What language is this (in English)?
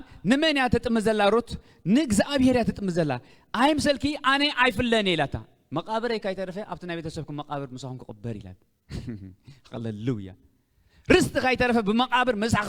Tigrinya